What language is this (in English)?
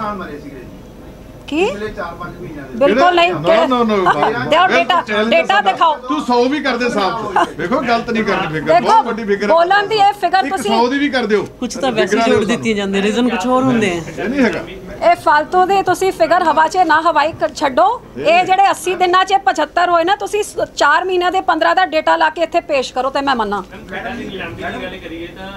Punjabi